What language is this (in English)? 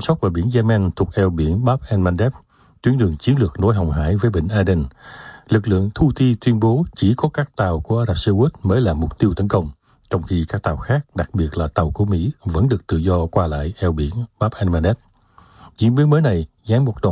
Vietnamese